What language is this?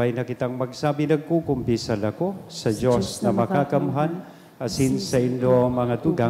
Bikol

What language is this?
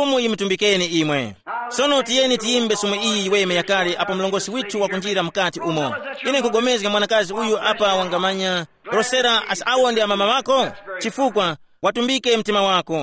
Tumbuka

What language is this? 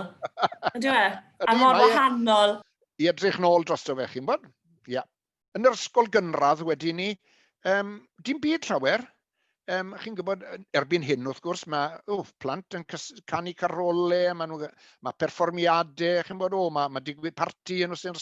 Welsh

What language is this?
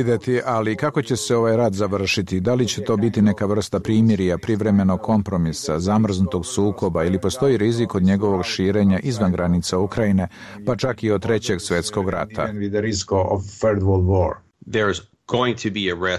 Bosnian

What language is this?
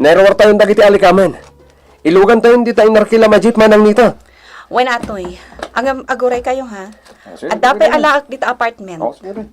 Iloko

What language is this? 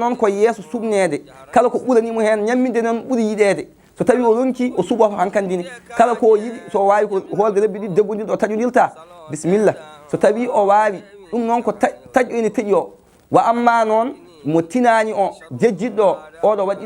Fula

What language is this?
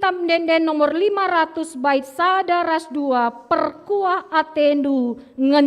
Batak Karo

